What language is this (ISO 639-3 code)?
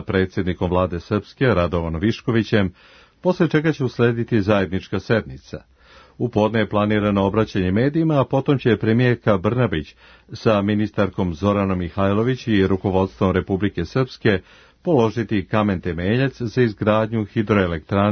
srp